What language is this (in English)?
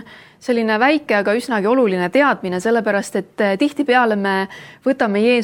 Estonian